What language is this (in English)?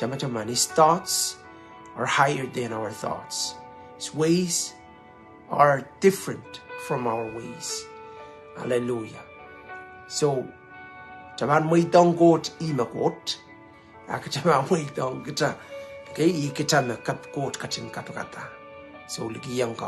Pohnpeian